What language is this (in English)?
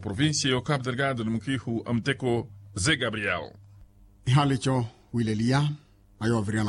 Makhuwa